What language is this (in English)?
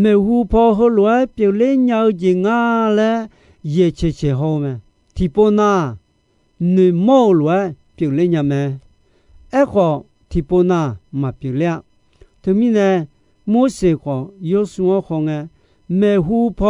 Akha